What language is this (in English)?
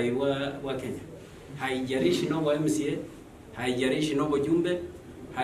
Gusii